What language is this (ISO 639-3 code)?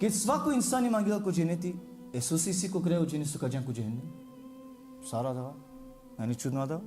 rmn